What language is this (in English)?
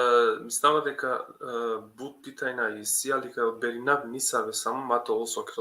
Balkan Romani